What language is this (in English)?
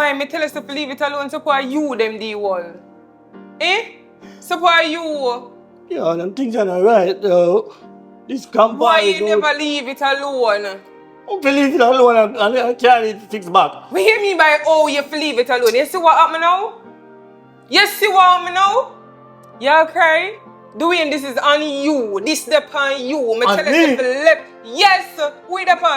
Jamaican Creole English